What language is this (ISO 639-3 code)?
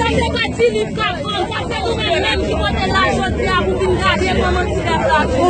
hat